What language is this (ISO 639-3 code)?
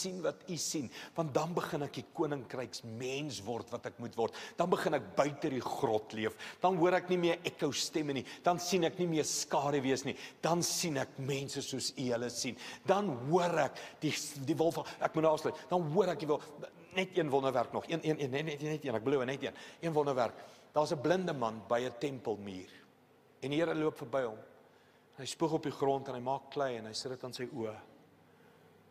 afr